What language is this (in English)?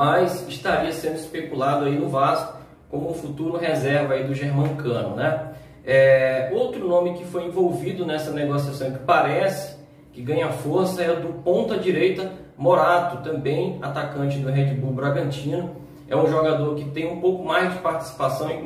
Portuguese